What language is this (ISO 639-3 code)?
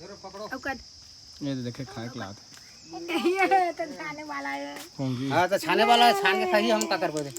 hne